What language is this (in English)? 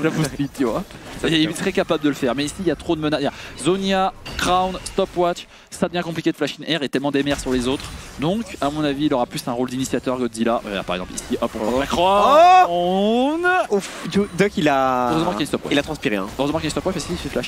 French